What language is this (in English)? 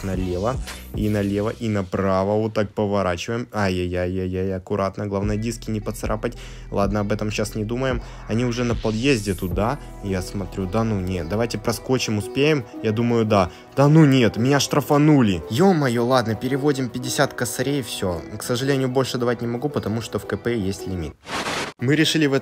Russian